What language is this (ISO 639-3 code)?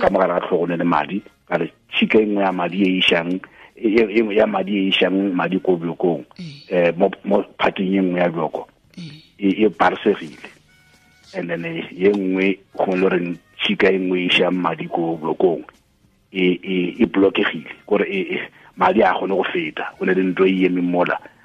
tsn